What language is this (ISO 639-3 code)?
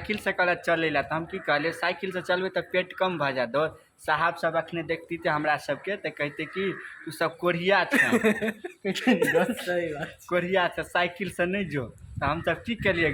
mai